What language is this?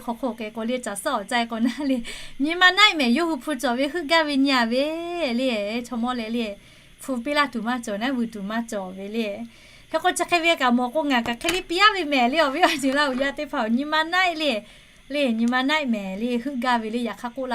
Lahu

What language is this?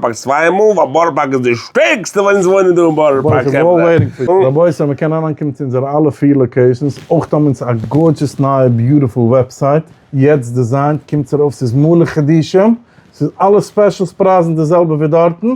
Yiddish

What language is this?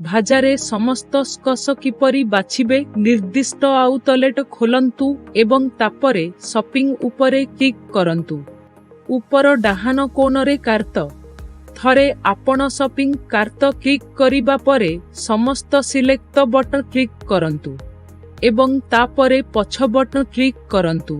Odia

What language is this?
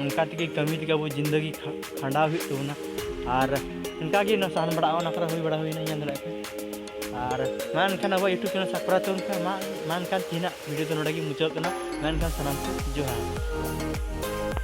Santali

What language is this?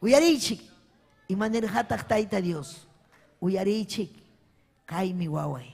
Ayacucho Quechua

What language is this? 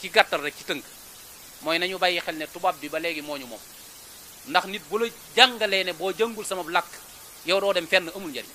Wolof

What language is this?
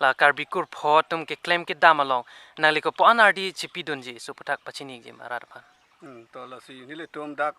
Karbi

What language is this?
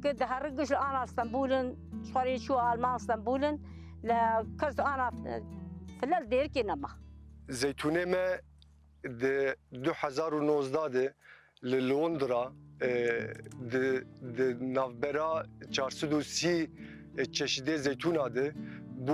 Kurdish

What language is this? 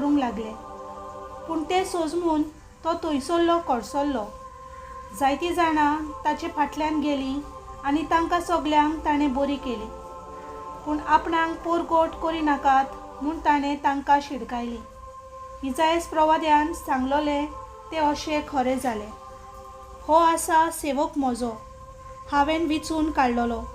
Konkani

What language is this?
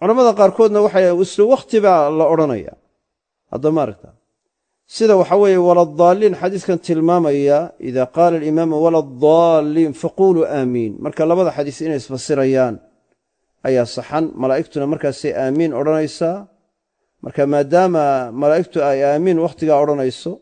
Somali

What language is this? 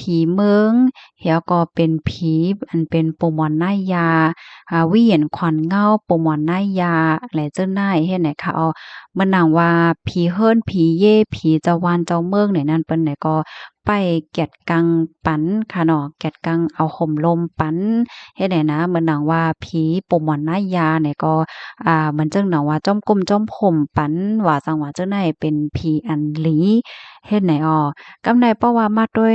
Shan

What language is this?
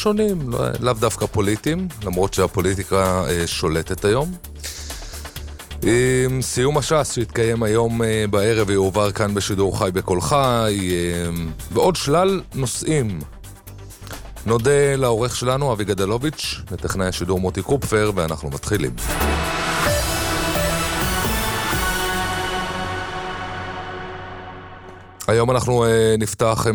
Hebrew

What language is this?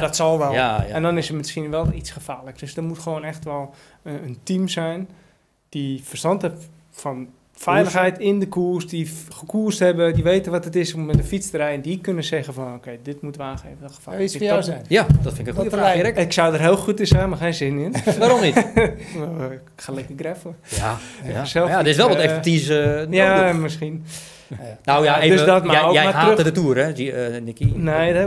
Dutch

